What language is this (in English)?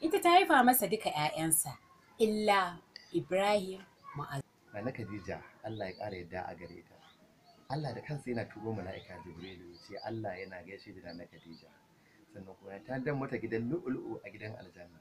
Hausa